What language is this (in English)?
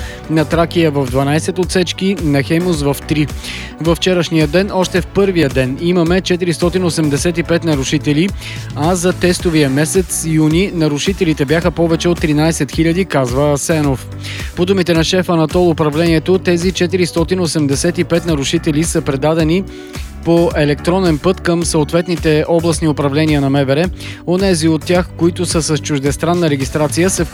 Bulgarian